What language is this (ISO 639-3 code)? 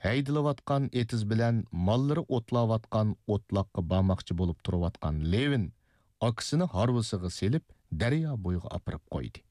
uig